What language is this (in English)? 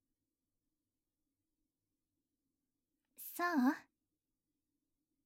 Japanese